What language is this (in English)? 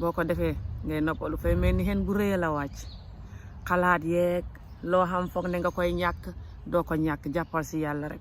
Wolof